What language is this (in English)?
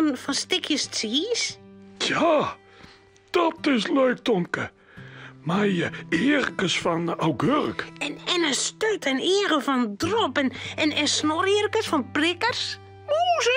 Western Frisian